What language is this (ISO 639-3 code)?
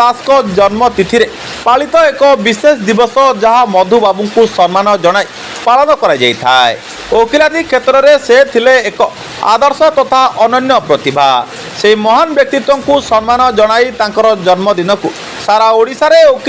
ori